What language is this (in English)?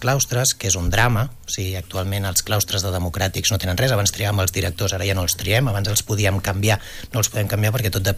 Catalan